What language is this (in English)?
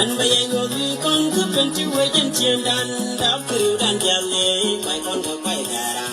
Nuer